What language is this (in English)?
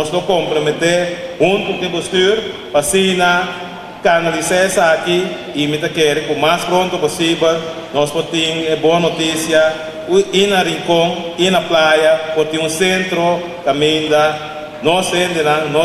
Papiamento